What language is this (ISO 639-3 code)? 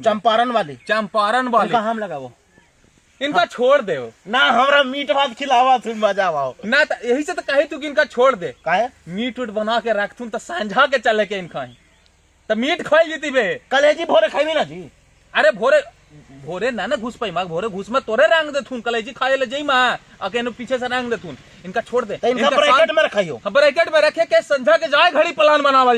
mag